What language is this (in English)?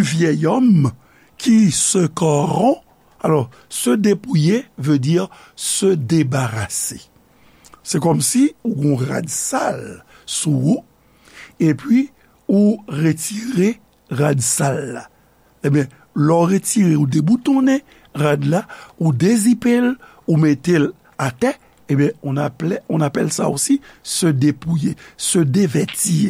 Haitian Creole